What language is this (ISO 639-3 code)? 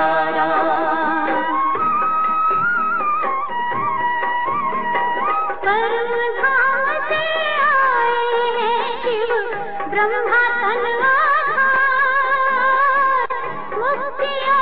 hin